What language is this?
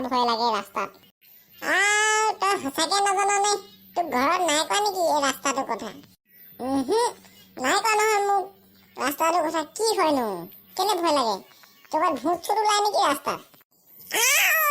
Assamese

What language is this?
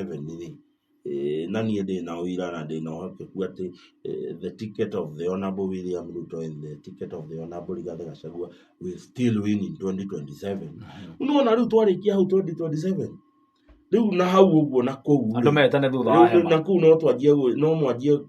Kikuyu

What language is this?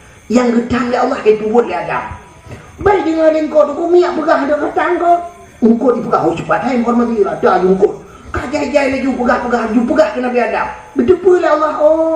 Achinese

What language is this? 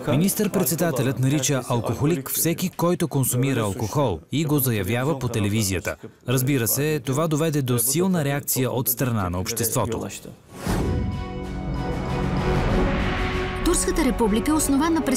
Bulgarian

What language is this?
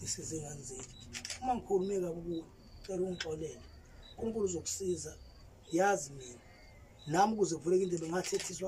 Zulu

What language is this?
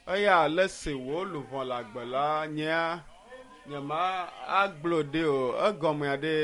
Ewe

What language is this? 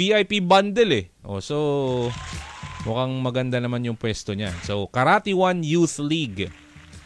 Filipino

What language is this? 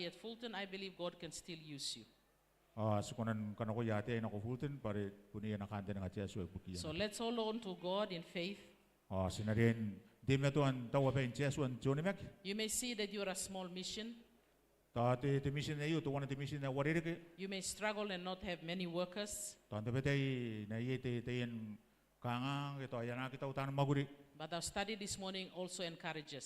Gilbertese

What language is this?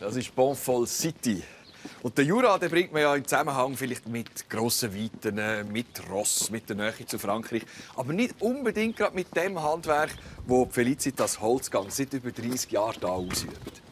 Swiss German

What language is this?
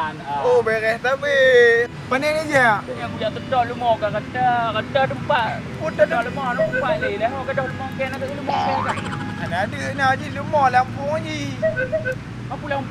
Achinese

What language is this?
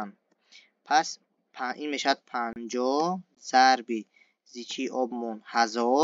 Tajik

